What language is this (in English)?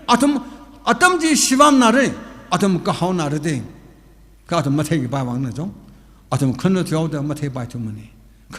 Tangkhul Naga (India)